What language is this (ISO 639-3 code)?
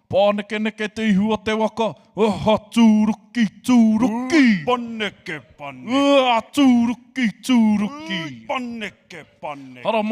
mri